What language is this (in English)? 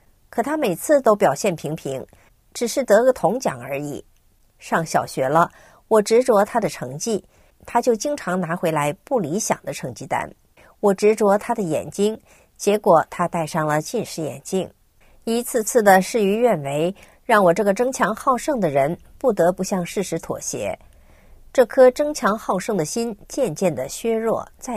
Chinese